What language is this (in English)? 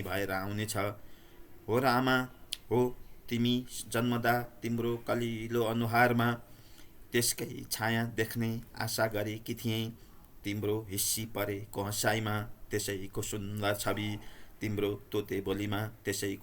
Nepali